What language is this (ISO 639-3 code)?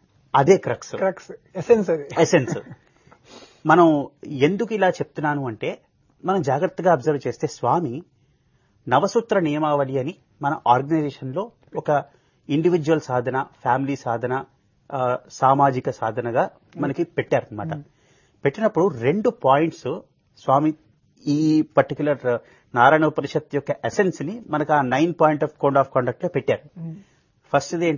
tel